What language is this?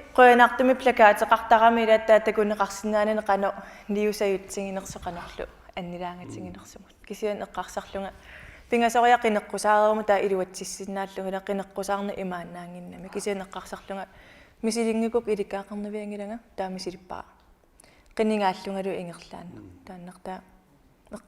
Kalaallisut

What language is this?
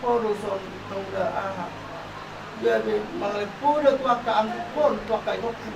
Batak Toba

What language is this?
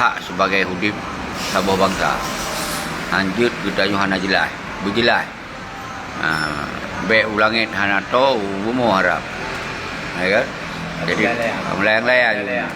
Achinese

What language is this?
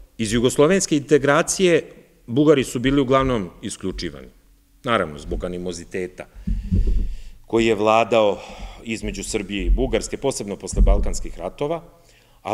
Serbian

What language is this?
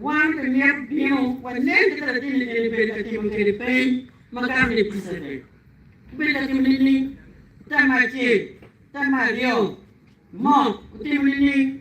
Acoli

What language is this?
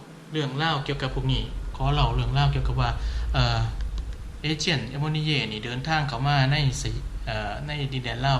Lao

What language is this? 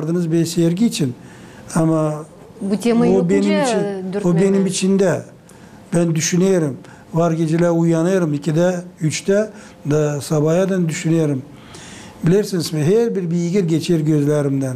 Gagauz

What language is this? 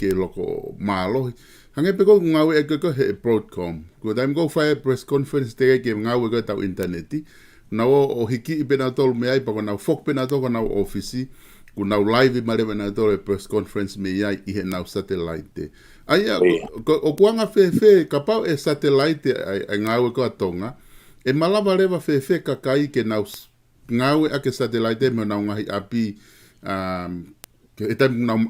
Tongan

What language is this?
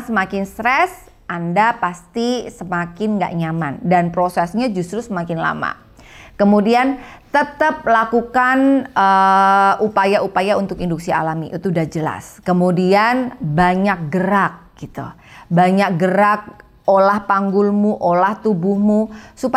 Indonesian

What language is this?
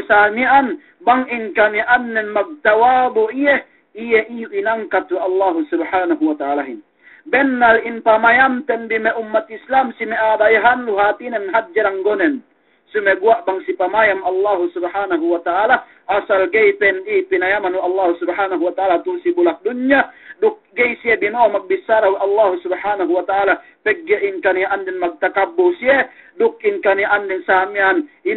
Yakan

